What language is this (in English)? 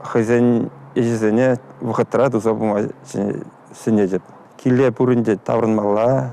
Chuvash